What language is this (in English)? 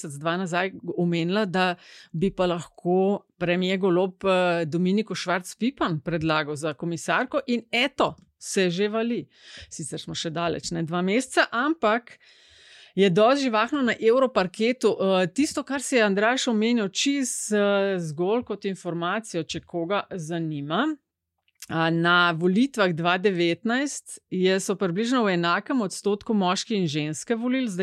Slovenian